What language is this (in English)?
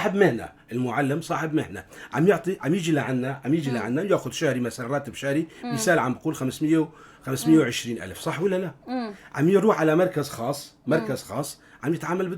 North Levantine Arabic